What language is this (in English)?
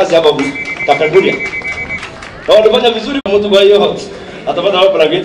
Swahili